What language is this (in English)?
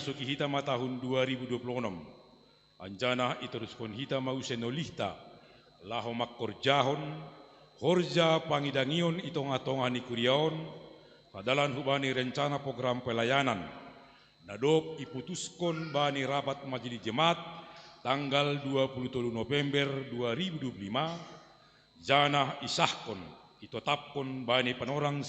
Batak Simalungun